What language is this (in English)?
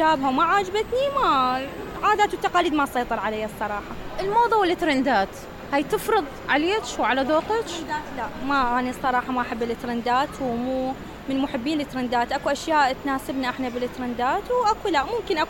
Mesopotamian Arabic